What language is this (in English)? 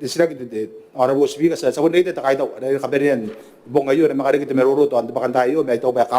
Gilbertese